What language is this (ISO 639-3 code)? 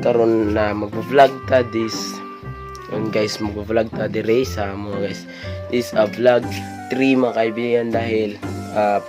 ceb